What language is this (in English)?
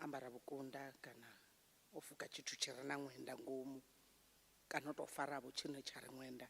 Venda